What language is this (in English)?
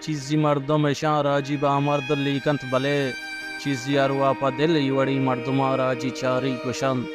Baluchi